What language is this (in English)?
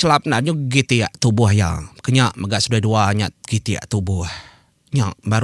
Iban